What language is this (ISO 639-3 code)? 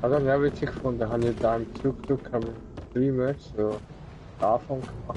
gsw